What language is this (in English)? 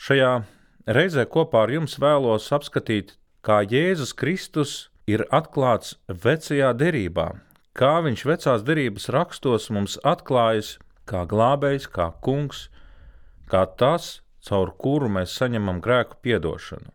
Latvian